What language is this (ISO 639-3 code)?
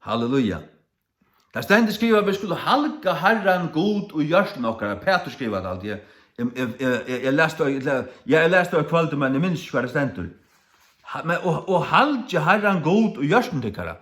fao